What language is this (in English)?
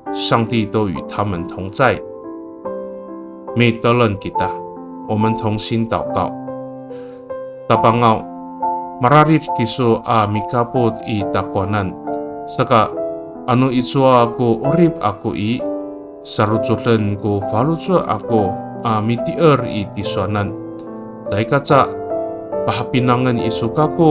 Amis